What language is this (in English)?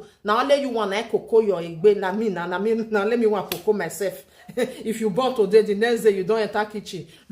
Nigerian Pidgin